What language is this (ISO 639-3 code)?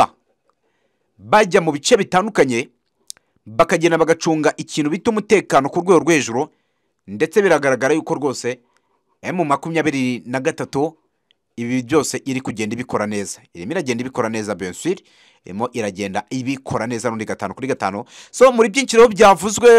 kin